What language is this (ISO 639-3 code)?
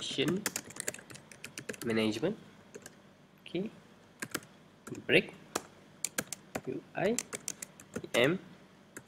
msa